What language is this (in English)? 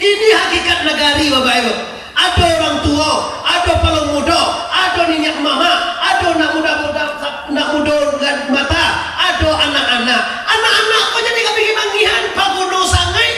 Minangkabau